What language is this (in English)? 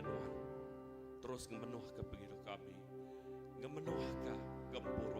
Iban